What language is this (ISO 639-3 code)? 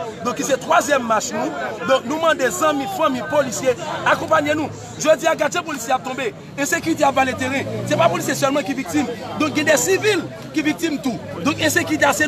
hat